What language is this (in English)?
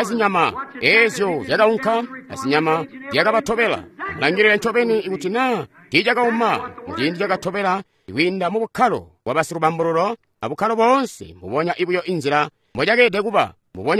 Tonga (Zambia)